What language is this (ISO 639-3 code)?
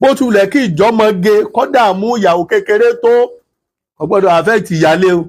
yor